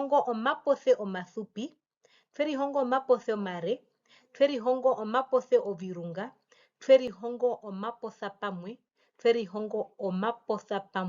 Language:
Herero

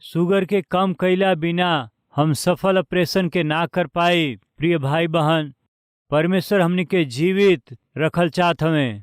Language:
Bhojpuri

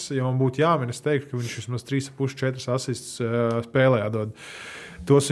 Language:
Latvian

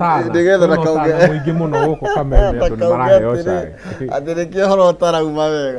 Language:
Kikuyu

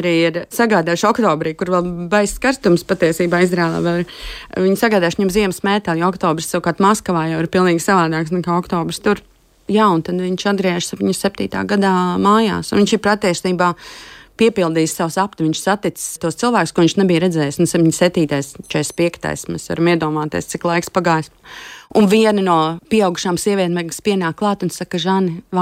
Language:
Latvian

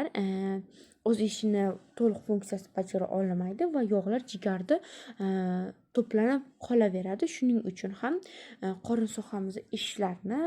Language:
Uzbek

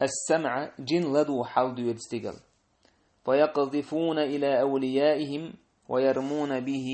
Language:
Chechen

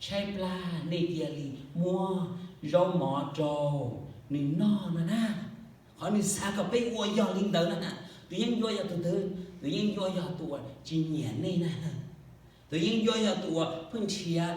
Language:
Hmong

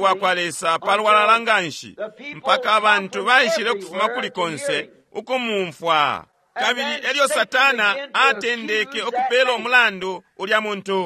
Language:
Bemba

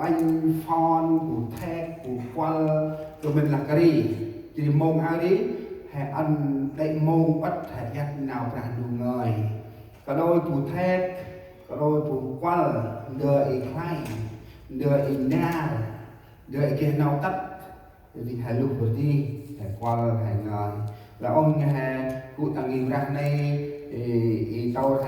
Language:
Central Mnong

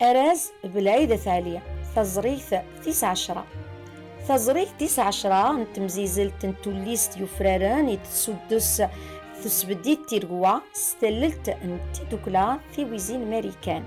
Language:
Kabyle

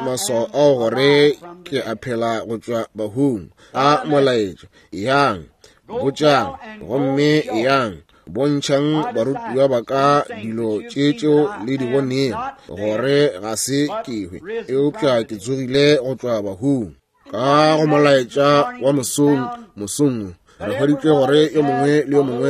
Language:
Northern Sotho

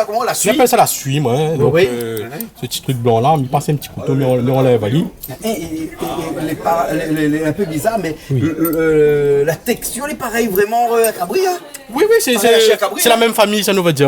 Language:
Réunion Creole French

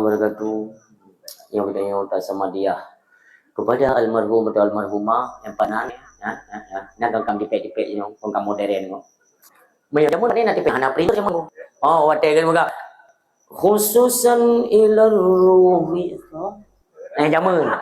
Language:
Achinese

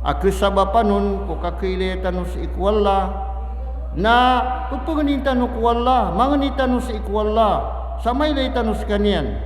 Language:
Maranao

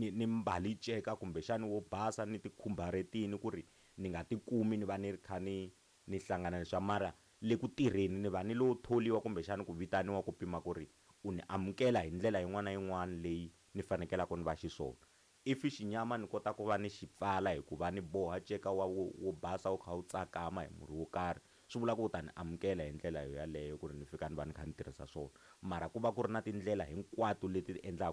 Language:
Tsonga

